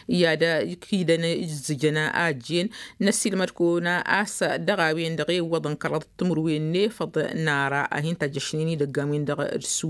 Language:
Tamasheq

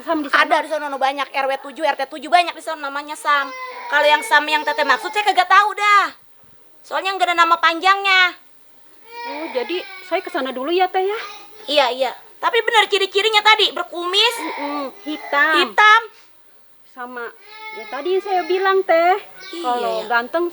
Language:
Betawi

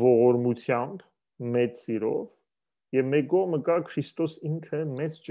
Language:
Western Armenian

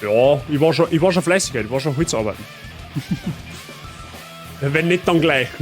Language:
Bavarian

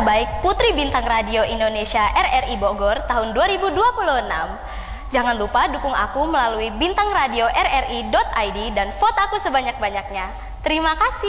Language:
Indonesian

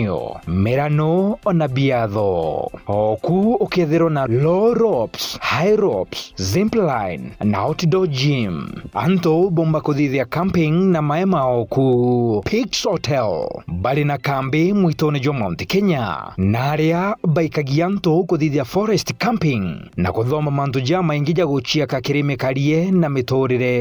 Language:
Meru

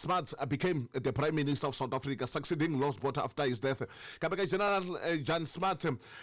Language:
Tsonga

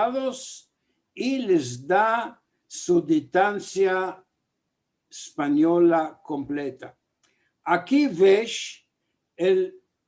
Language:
Ladino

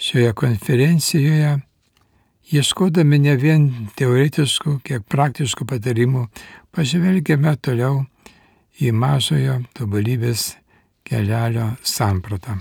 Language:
Lithuanian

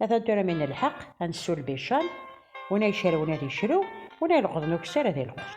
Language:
Kabyle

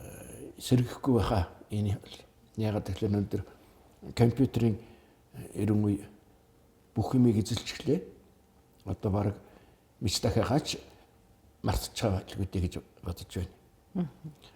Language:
Mongolian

